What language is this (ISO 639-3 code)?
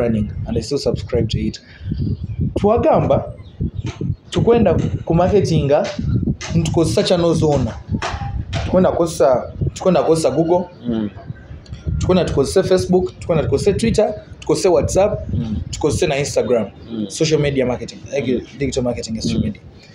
nyo